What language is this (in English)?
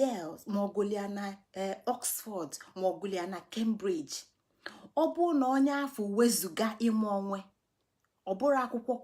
Igbo